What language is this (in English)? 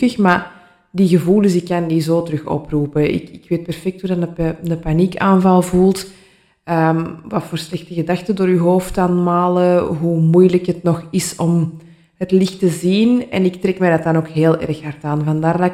Dutch